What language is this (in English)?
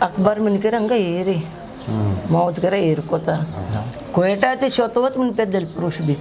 Eastern Balochi